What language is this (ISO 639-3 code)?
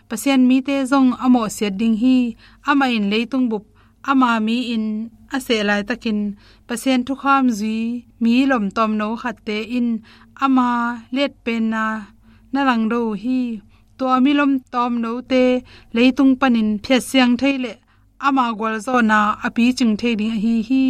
ctd